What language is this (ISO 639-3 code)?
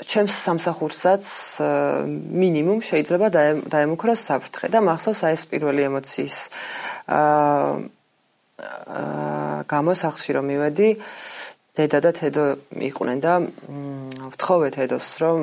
kat